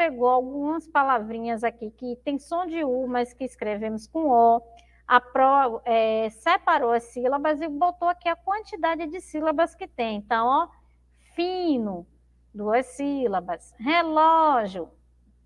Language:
Portuguese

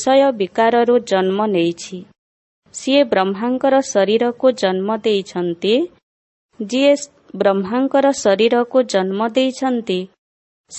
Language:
Odia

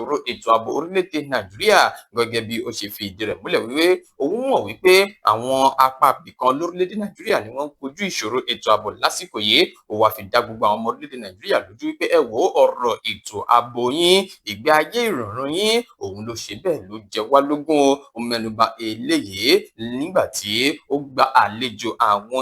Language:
Yoruba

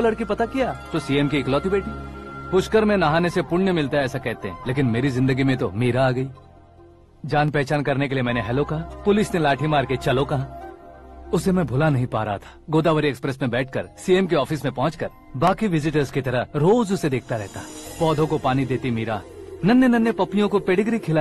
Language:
Hindi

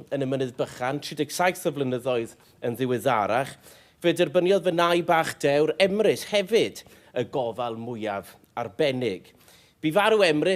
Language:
Welsh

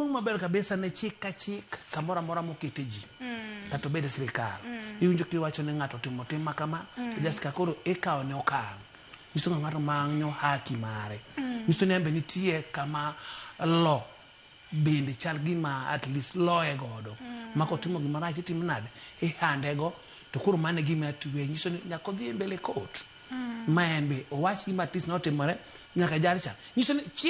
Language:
Luo (Kenya and Tanzania)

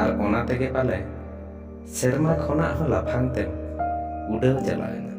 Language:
Santali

